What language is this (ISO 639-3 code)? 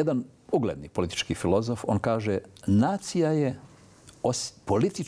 bos